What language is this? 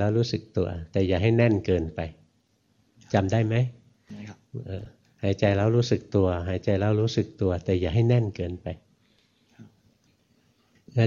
Thai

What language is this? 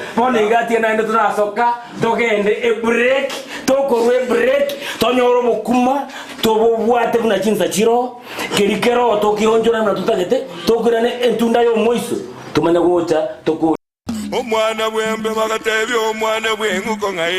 Gusii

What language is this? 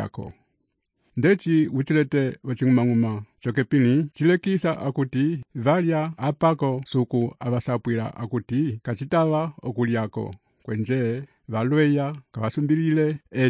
Umbundu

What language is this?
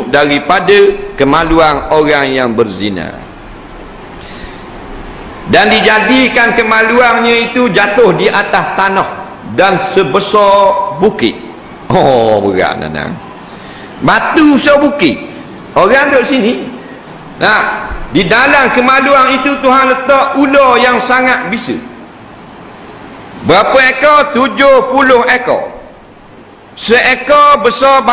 Malay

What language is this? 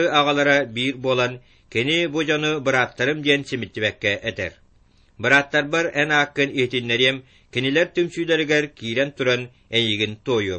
Yakut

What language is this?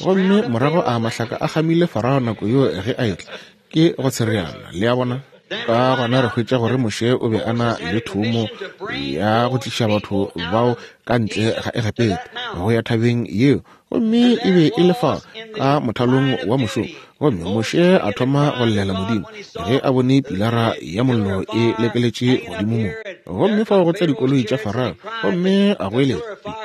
Northern Sotho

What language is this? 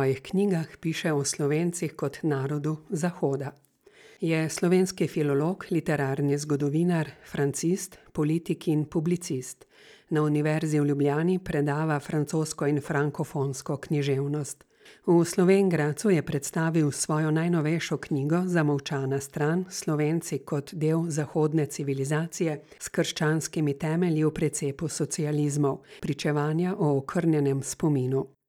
Slovenian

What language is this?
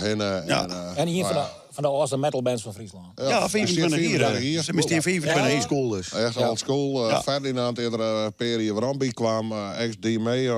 Western Frisian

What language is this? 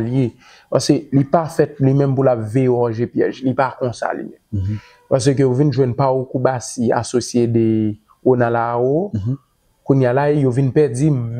Haitian Creole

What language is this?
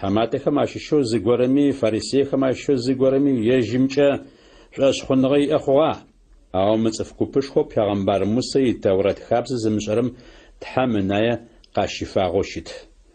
Adyghe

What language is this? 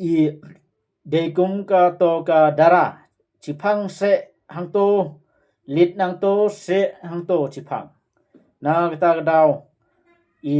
Khasi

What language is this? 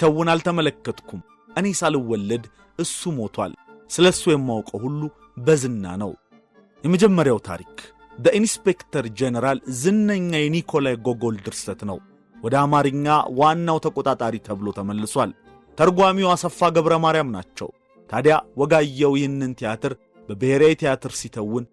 Amharic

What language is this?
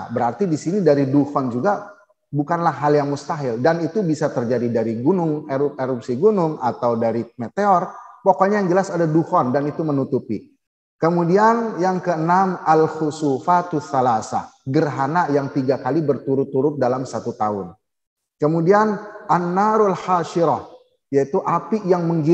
Indonesian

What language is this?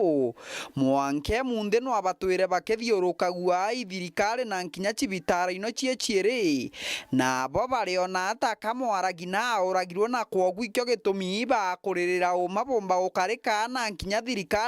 Meru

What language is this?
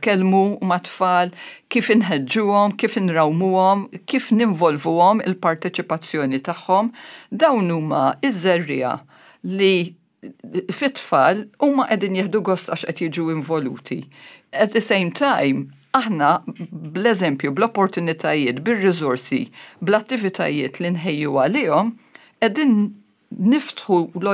Maltese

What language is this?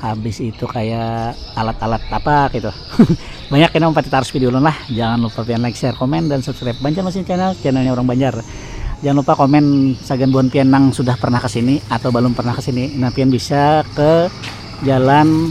Banjar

